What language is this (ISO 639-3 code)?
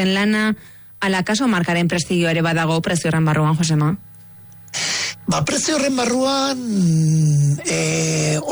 eus